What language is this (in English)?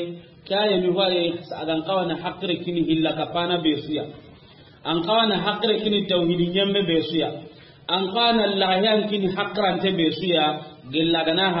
Soninke